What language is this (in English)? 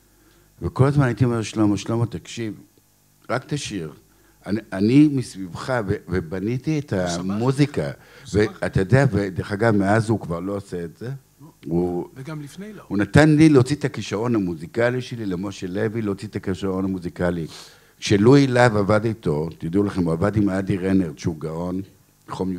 Hebrew